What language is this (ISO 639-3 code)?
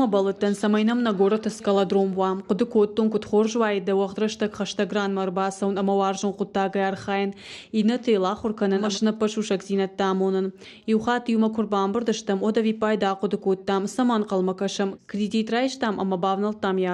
oss